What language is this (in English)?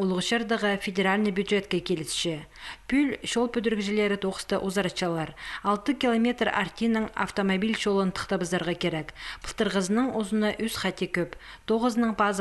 Khakas